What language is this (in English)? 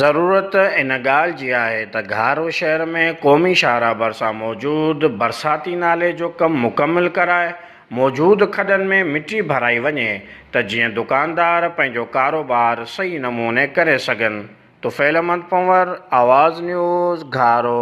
Sindhi